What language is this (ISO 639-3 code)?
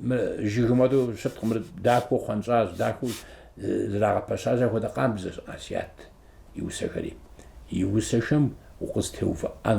kbd